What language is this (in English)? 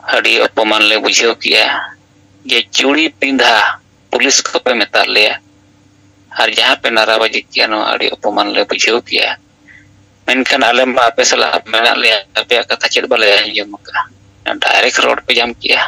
Santali